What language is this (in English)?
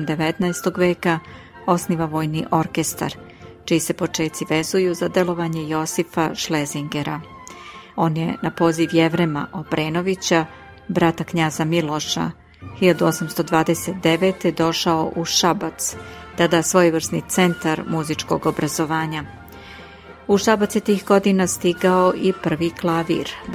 Serbian